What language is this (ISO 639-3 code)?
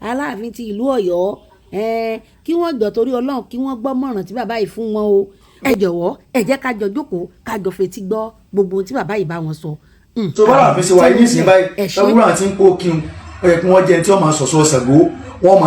yor